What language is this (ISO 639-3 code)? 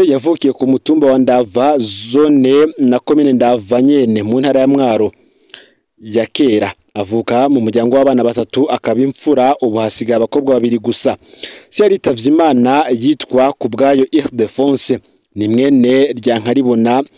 run